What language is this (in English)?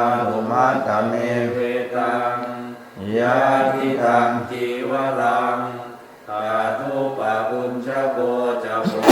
Pali